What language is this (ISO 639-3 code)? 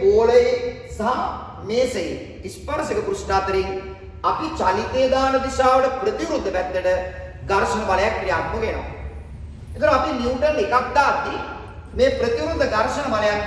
sin